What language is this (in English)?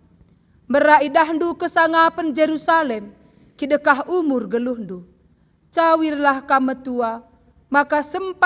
Batak Karo